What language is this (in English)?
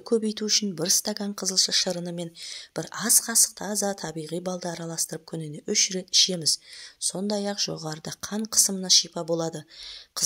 Kazakh